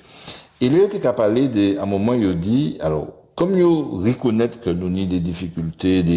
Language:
Guadeloupean Creole French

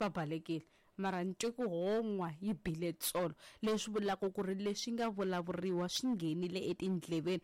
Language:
Tsonga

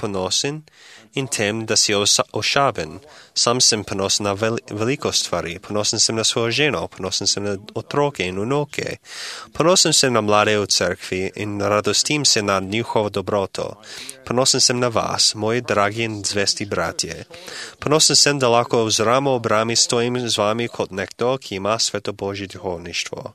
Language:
Slovenian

